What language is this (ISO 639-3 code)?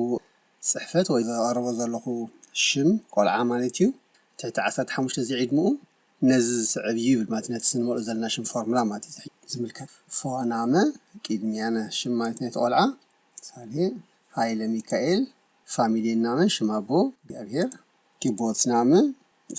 tir